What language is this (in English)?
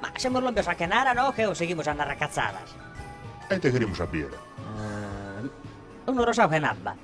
Sardinian